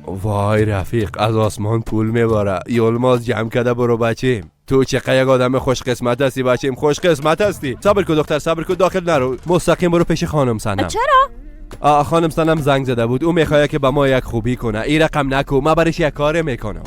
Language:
Persian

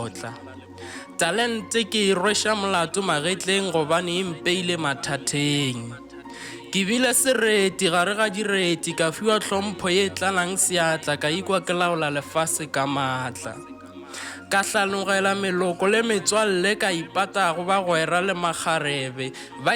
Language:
Northern Sotho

